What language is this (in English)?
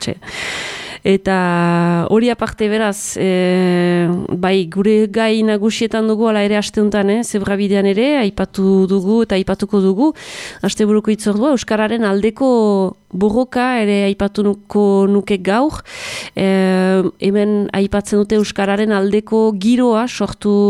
Basque